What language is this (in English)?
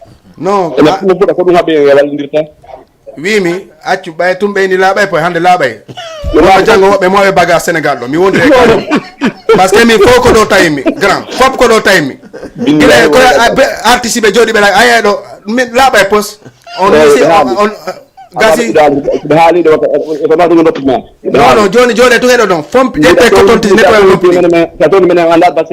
Fula